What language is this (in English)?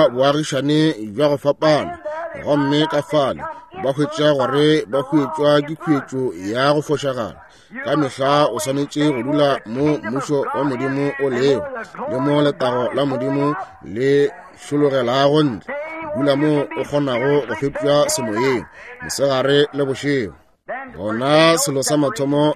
Northern Sotho